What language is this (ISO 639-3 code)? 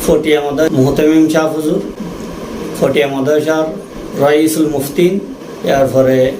rhg